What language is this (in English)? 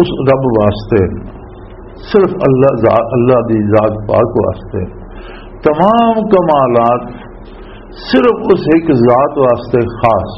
Western Panjabi